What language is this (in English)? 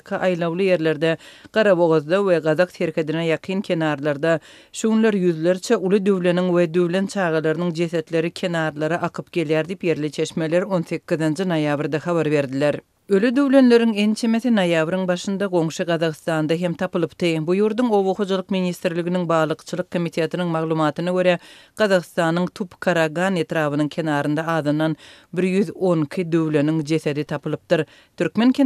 Turkmen